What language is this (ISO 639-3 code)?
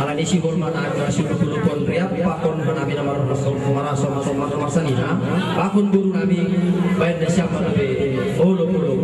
bts